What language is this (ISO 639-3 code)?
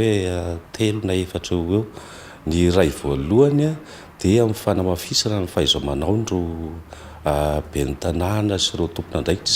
mlg